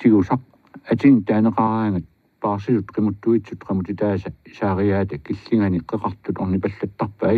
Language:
Kalaallisut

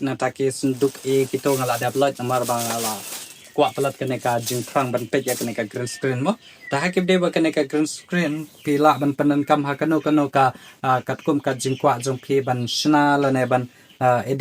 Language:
Khasi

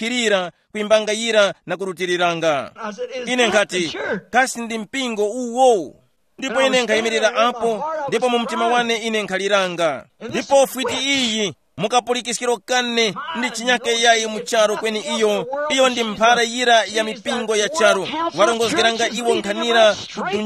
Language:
Tumbuka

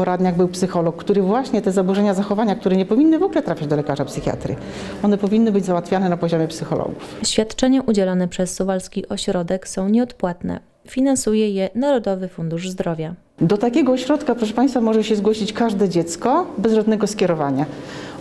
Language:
Polish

